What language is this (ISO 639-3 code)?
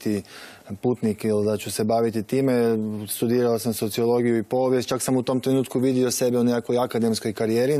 hrv